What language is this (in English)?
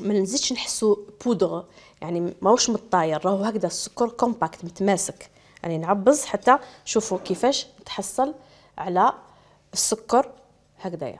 Algerian Arabic